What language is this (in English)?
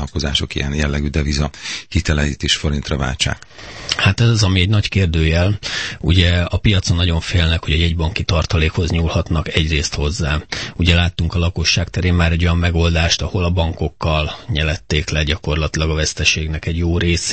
Hungarian